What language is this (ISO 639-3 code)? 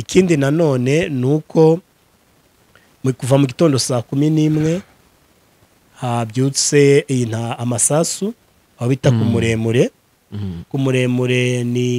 kin